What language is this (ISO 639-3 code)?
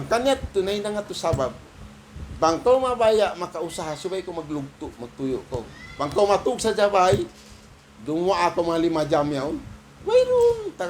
tsg